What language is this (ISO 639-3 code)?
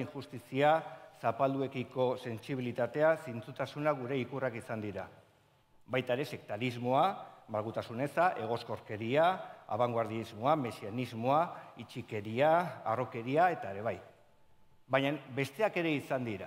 eus